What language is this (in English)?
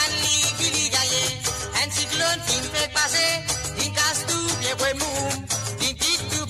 Morisyen